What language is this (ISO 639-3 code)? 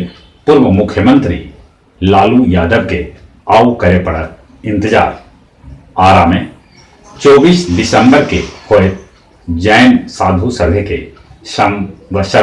mag